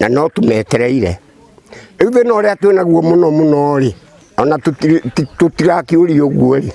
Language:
Kikuyu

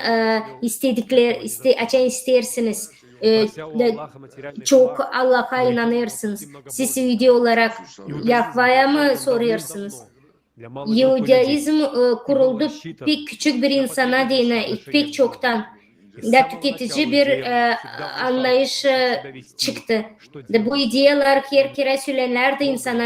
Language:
Gagauz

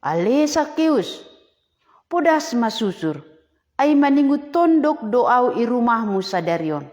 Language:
Batak Simalungun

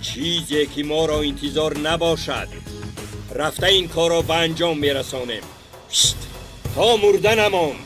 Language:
Tajik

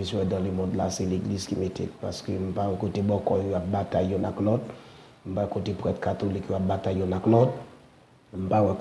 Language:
Haitian Creole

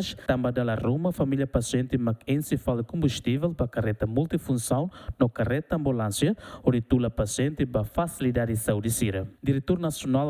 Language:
Tetum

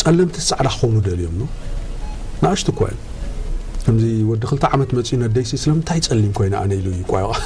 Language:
Tigrinya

